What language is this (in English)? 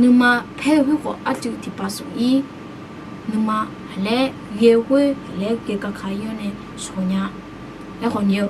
Akha